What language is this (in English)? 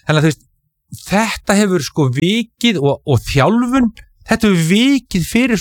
Icelandic